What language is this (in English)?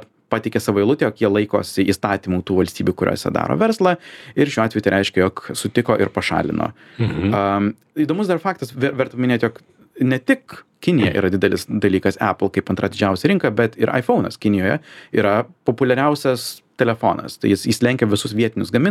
Lithuanian